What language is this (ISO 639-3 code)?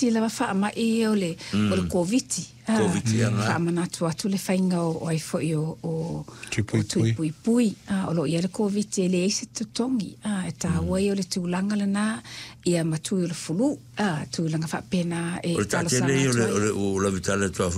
smo